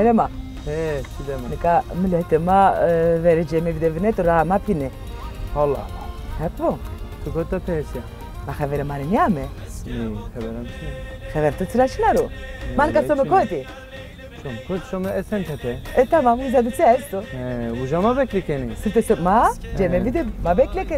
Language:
Zaza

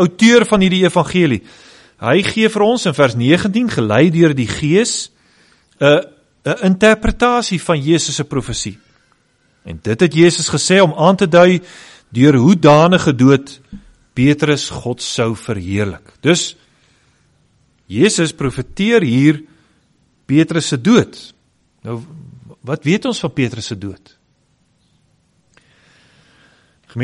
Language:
Afrikaans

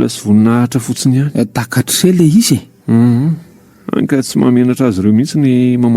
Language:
Malagasy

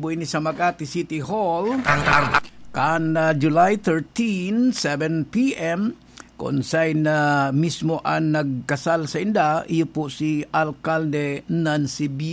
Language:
Bikol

